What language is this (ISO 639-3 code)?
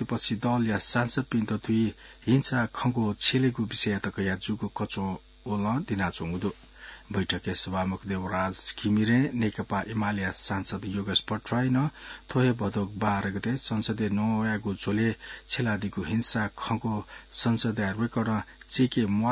new